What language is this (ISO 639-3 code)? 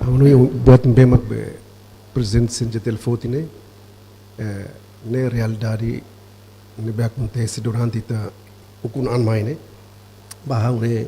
tet